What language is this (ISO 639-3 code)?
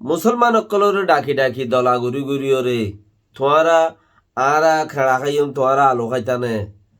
rhg